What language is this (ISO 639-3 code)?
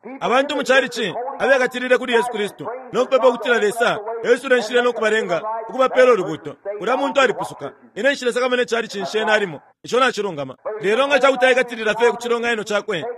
bem